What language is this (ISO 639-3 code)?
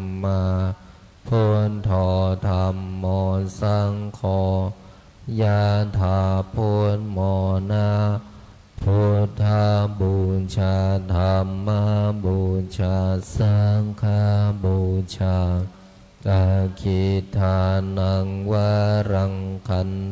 pli